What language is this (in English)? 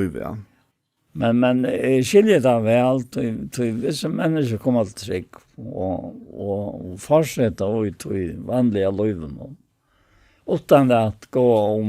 Faroese